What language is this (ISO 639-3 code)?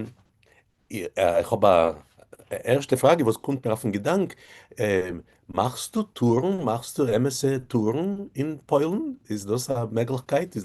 yid